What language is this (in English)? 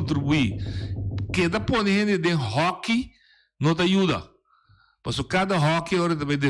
Papiamento